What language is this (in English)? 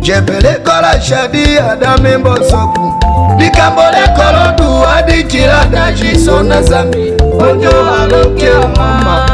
Tetela